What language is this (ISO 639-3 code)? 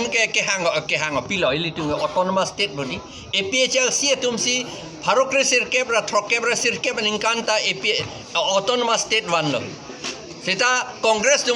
mjw